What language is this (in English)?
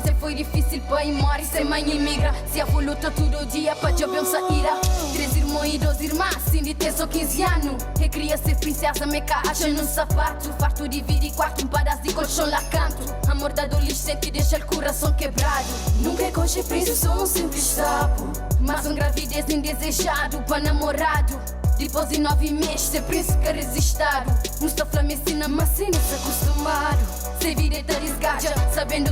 Kabuverdianu